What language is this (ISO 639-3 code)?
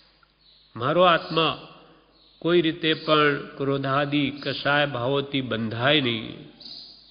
guj